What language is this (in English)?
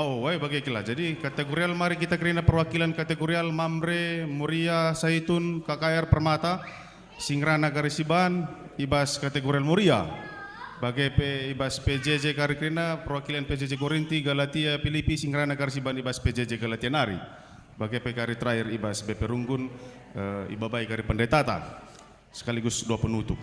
Batak Karo